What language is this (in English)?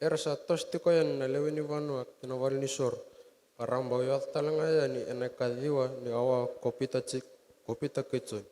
Fijian